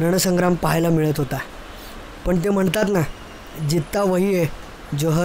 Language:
Marathi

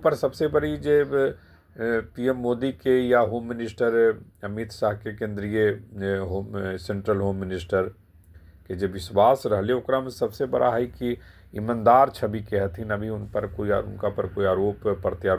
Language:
Magahi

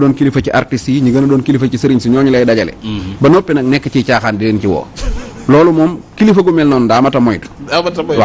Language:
Wolof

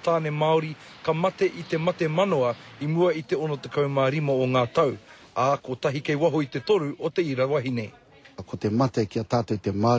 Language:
Māori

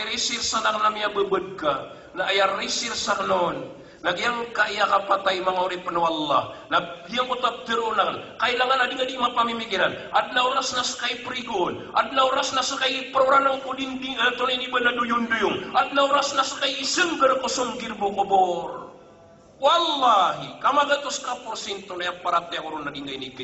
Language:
Maranao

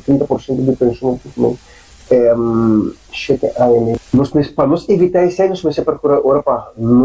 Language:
Papiamento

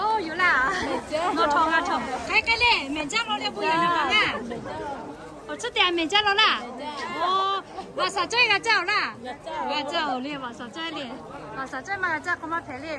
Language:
Lahu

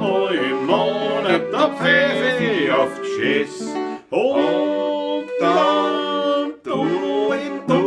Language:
Bavarian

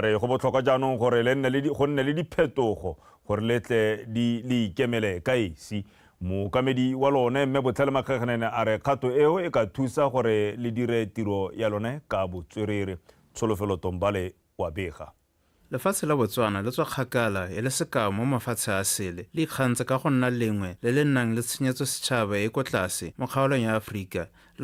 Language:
Tswana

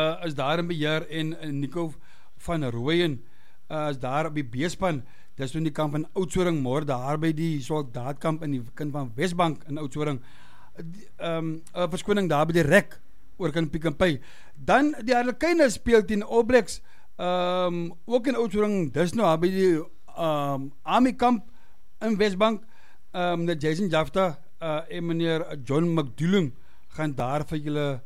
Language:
Afrikaans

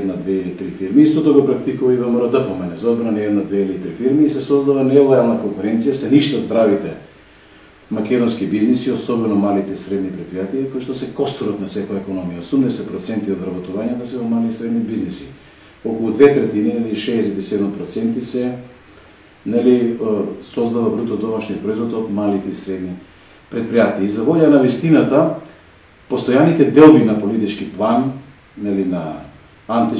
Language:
Macedonian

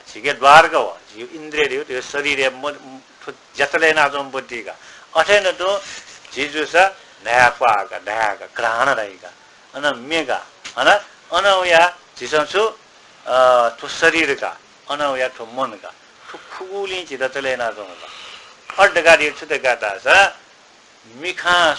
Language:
Newari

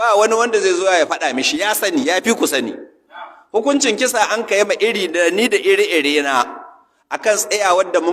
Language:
Hausa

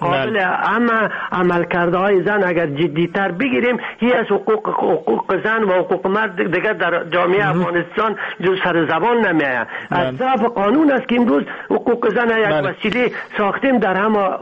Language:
Persian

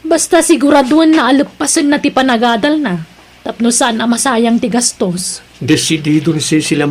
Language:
Iloko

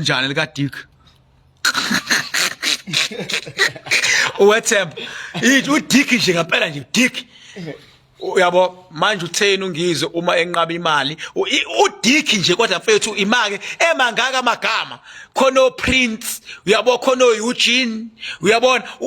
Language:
Zulu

